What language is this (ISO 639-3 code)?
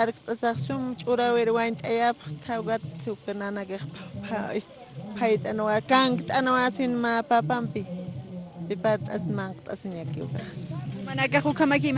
aym